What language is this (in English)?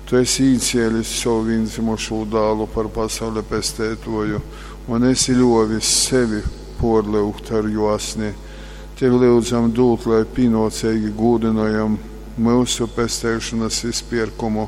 Latgalian